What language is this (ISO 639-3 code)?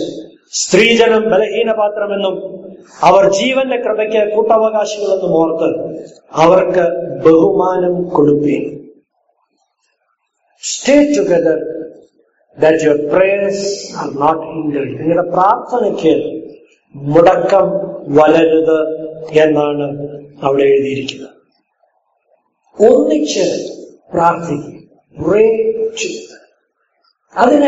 mal